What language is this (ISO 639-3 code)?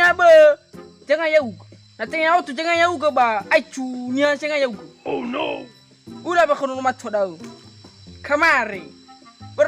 nia